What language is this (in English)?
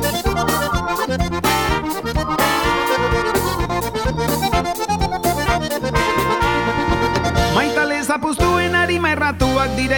Basque